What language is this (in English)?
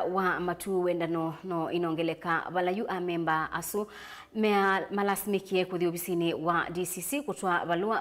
Kamba